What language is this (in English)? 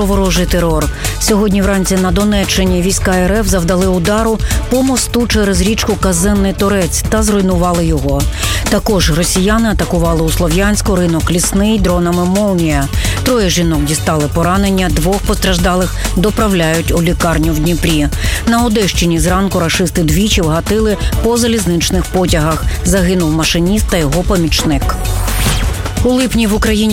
Ukrainian